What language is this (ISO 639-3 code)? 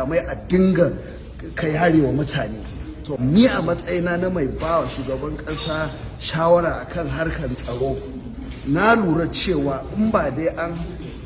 hau